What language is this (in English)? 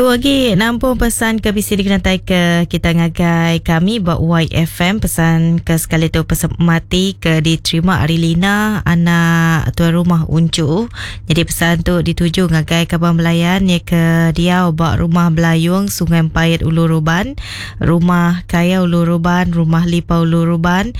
Iban